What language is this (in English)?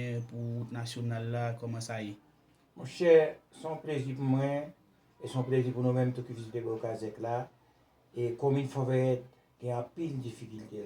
Haitian Creole